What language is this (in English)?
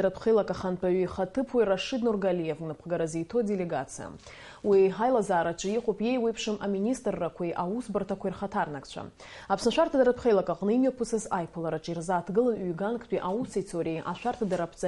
Abkhazian